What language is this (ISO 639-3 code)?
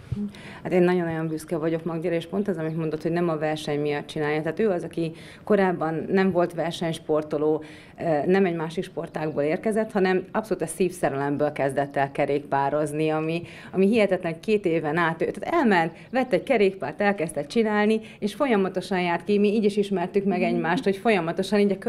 hun